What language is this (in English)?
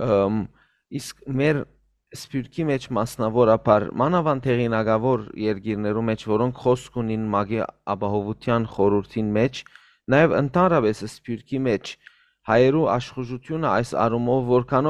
Western Armenian